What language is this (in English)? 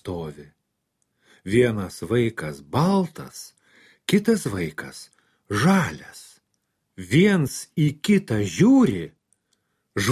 Lithuanian